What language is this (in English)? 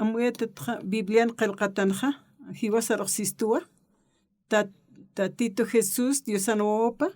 Aymara